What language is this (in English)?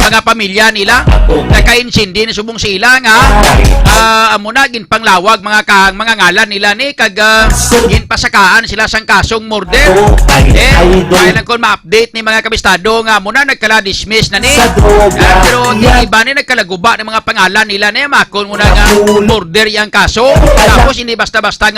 Hiligaynon